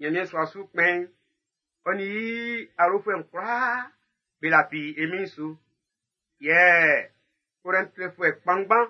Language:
Baoulé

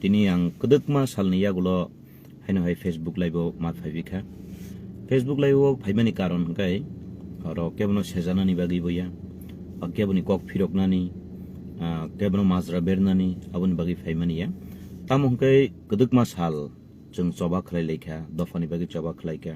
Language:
Kok Borok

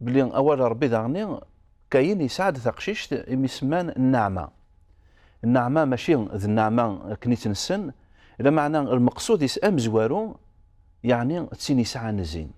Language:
Kabyle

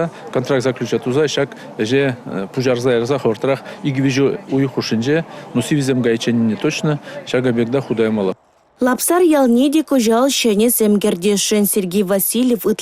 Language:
Chuvash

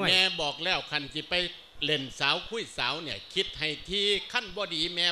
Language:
Lao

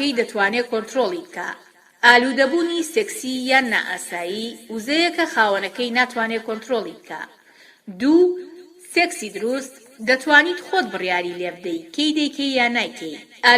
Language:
Central Kurdish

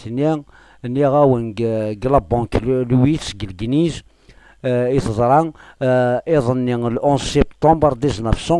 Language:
Kabyle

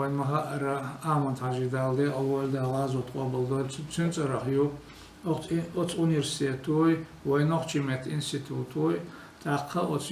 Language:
Chechen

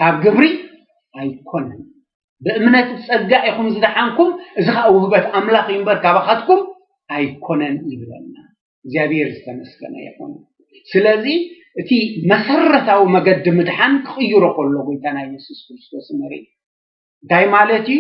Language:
Tigrinya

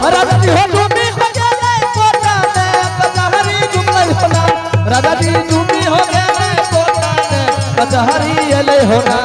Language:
Angika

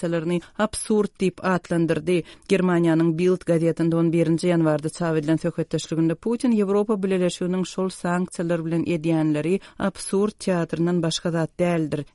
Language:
Turkmen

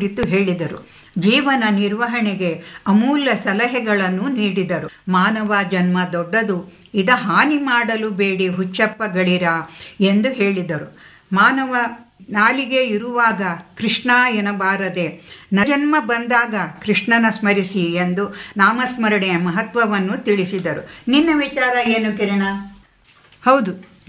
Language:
Kannada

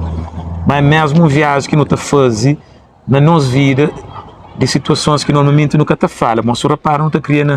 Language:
Kabuverdianu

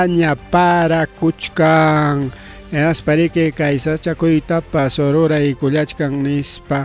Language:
Ayacucho Quechua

